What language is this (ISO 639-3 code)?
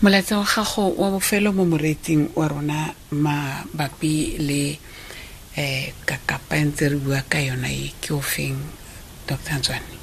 tsn